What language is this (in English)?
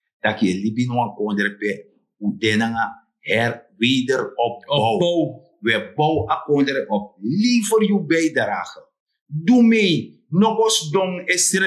Sranan Tongo